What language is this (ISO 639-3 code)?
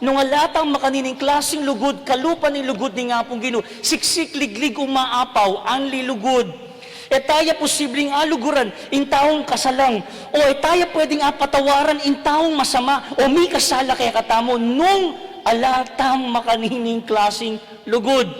pam